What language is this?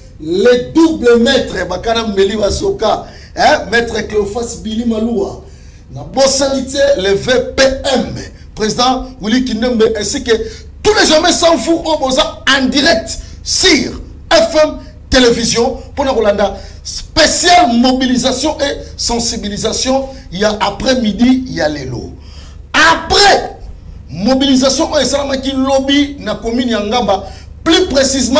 Lingala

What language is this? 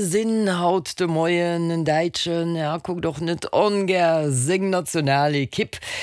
Luxembourgish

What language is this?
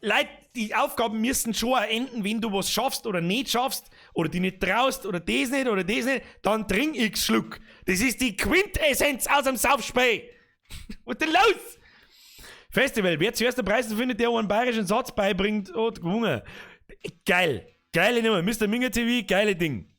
Bavarian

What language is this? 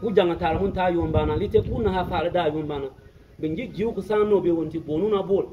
Bimoba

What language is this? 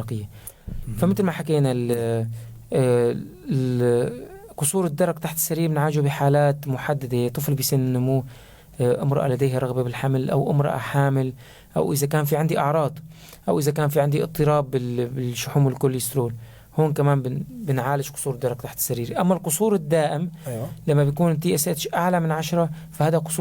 North Levantine Arabic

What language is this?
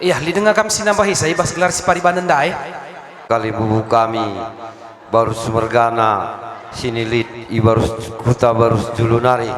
Batak Karo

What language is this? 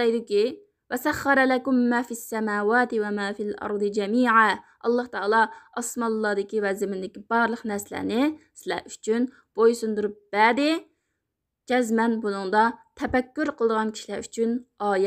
Uyghur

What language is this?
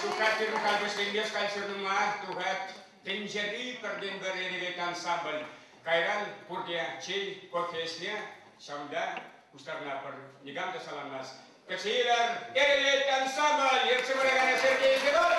Chuvash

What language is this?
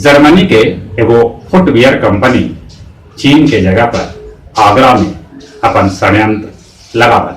Magahi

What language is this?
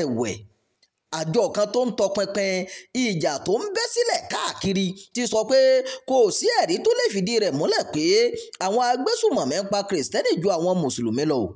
Yoruba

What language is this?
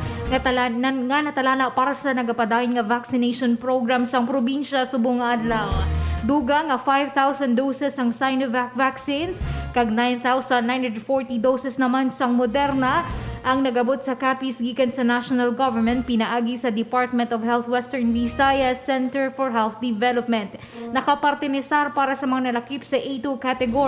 Hiligaynon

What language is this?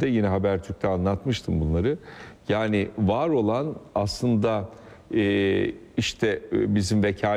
Turkish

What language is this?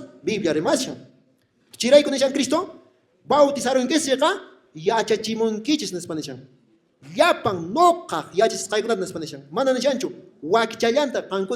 Quechua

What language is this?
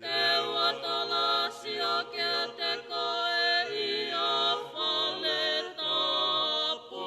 Tongan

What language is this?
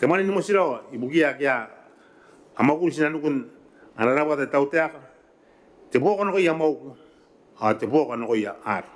Gilbertese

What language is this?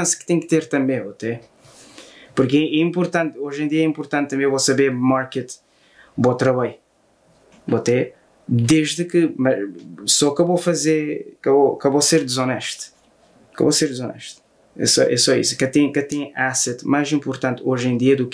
Kabuverdianu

